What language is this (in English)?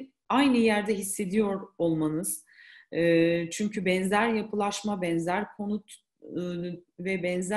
Turkish